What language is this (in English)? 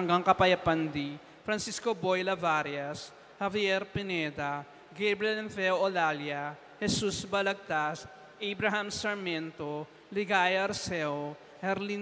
Pampanga